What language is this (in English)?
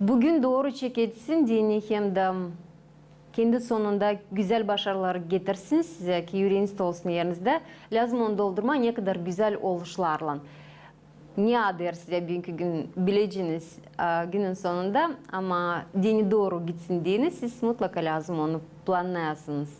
Gagauz